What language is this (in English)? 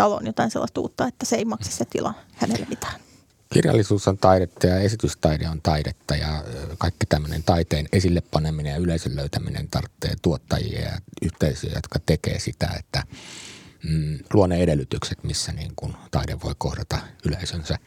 Finnish